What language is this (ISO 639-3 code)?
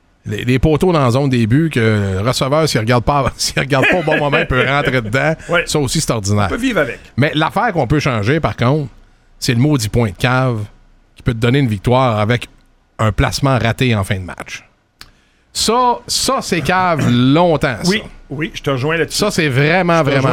fra